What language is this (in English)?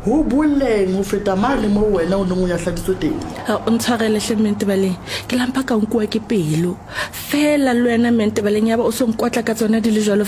Southern Sotho